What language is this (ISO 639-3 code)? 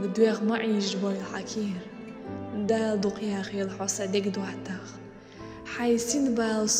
che